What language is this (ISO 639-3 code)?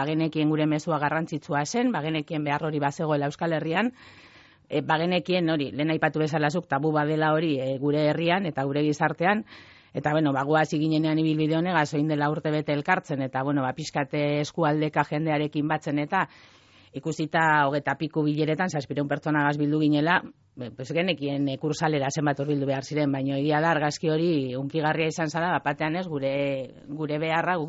eus